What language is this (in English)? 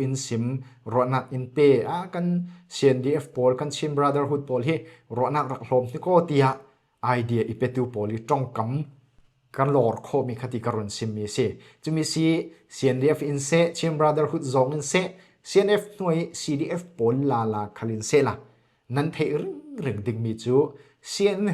Falam Chin